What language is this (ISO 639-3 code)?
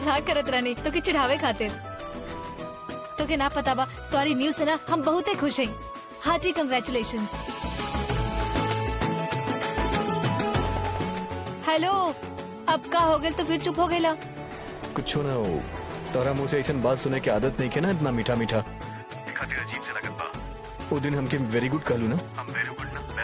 bho